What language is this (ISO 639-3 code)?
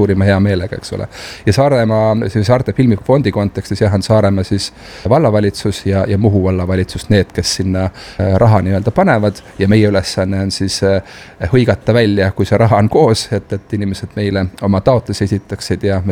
est